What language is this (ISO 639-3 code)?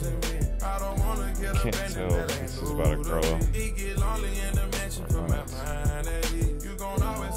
eng